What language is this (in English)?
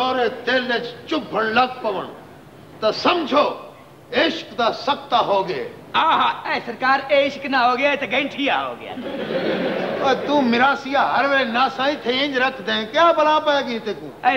Punjabi